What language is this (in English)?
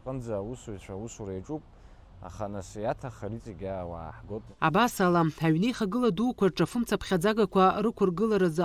Abkhazian